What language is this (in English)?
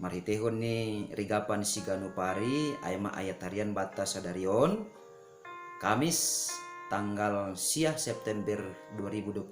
Batak Simalungun